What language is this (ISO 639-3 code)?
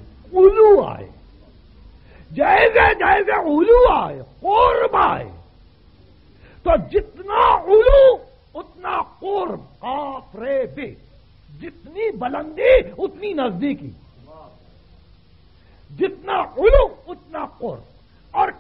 urd